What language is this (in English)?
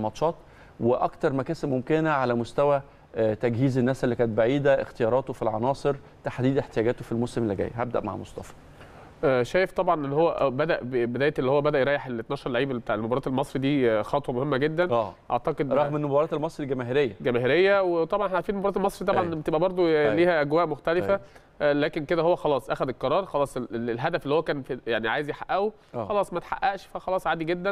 Egyptian Arabic